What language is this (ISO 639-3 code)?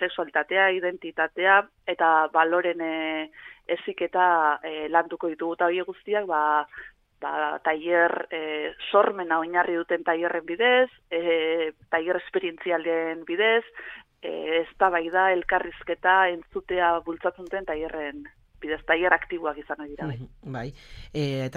eus